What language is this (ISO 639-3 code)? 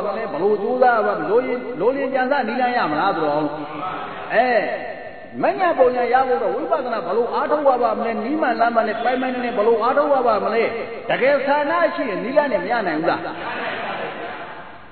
mya